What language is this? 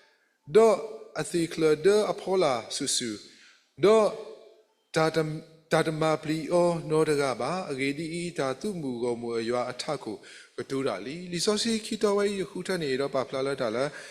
S'gaw Karen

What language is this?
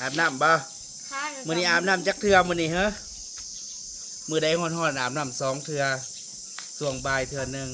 Northeastern Thai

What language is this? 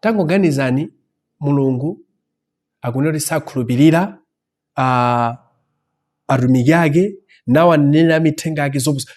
Nyanja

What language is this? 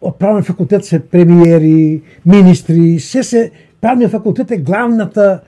Macedonian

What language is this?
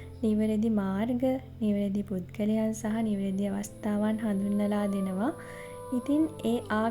Sinhala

